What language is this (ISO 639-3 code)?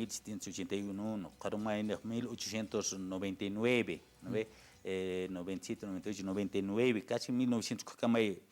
aym